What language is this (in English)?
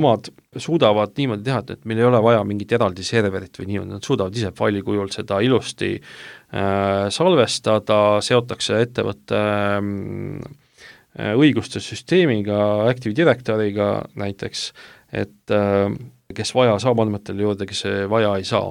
Estonian